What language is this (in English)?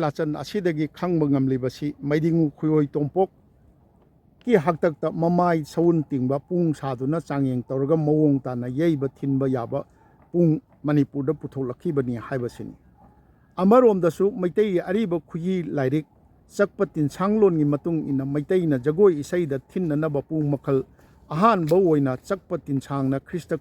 Manipuri